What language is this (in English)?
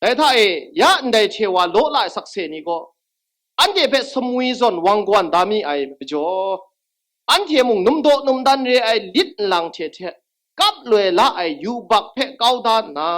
Kachin